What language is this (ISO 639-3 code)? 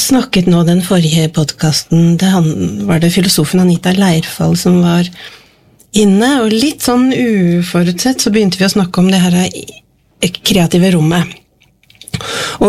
nor